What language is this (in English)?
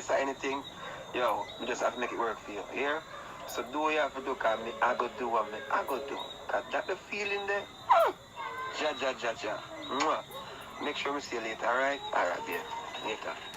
Jamaican Creole English